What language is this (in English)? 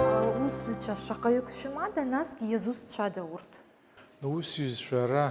Abkhazian